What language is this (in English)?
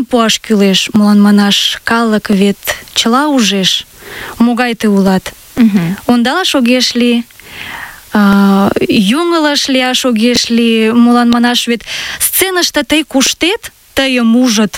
Mari